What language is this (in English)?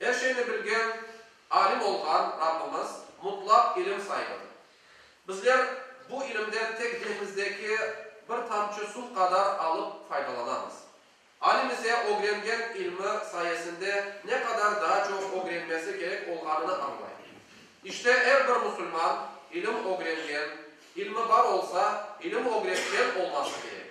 Crimean Tatar